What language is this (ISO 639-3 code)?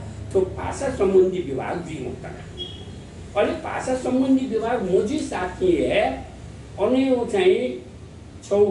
new